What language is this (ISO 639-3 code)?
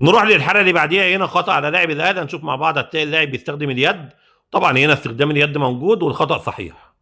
arz